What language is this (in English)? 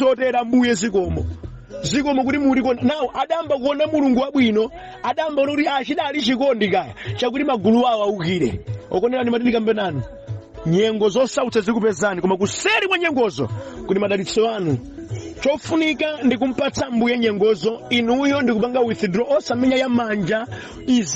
Nyanja